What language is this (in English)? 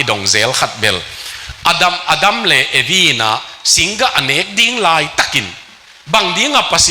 Tedim Chin